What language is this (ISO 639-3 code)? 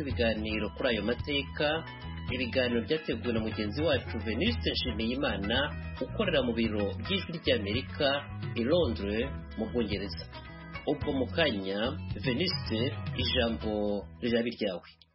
kin